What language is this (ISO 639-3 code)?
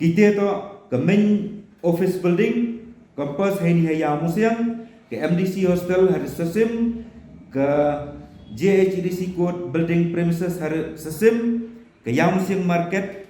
pbv